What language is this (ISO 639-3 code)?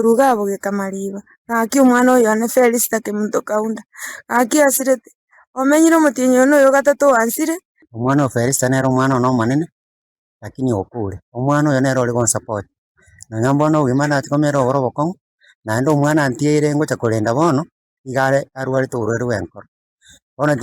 guz